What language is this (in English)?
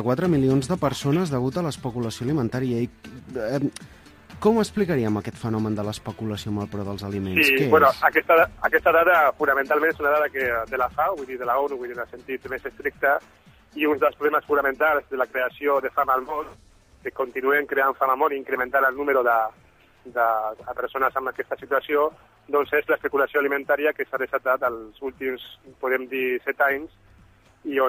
Catalan